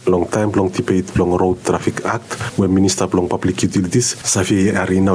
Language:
Bislama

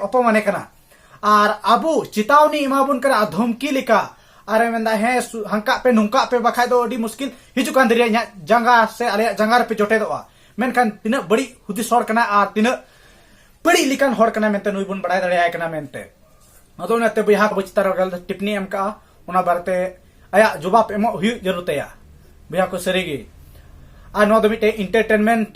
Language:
Santali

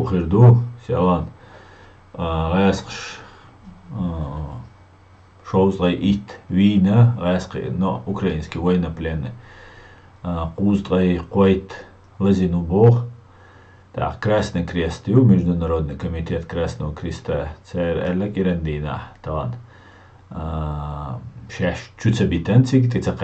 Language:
Chechen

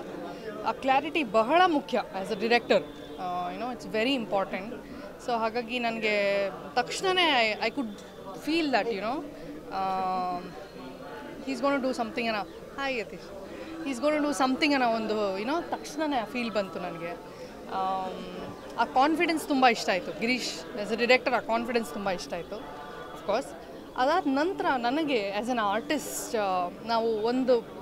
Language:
Kannada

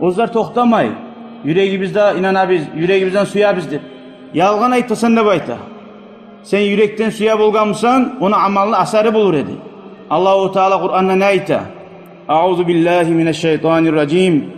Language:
Kumyk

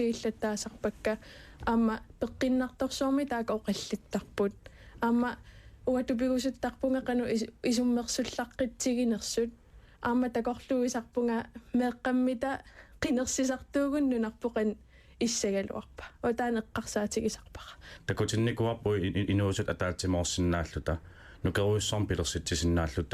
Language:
Kalaallisut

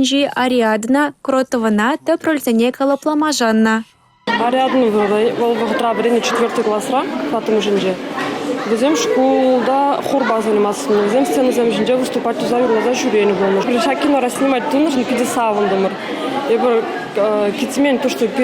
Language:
Chuvash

